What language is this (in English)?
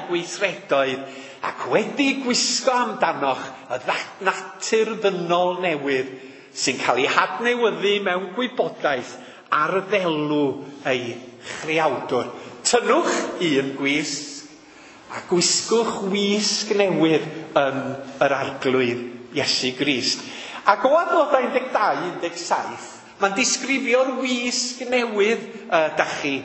Welsh